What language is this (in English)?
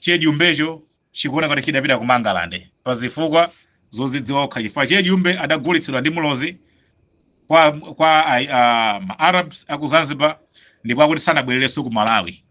Nyanja